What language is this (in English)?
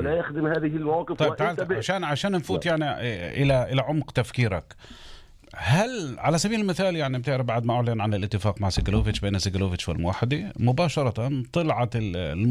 North Levantine Arabic